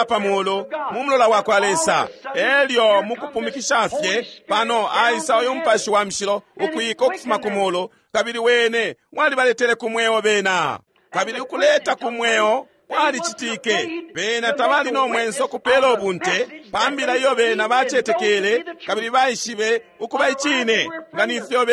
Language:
Bemba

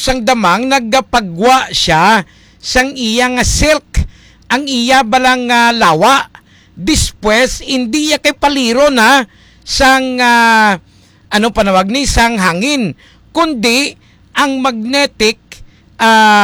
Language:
Hiligaynon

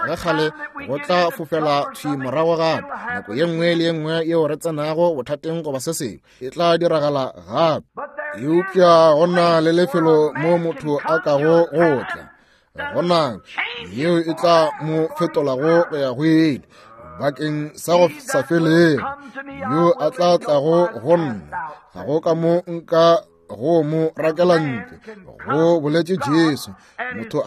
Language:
Northern Sotho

